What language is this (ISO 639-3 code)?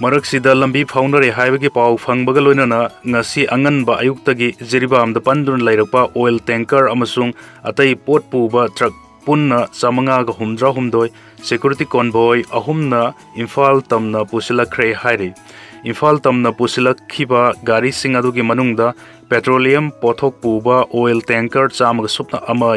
mni